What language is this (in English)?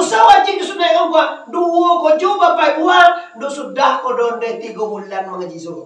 Minangkabau